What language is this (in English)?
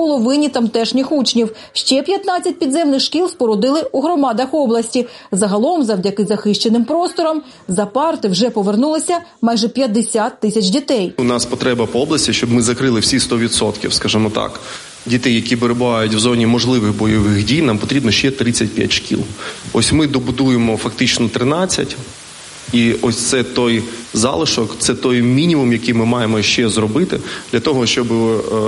Ukrainian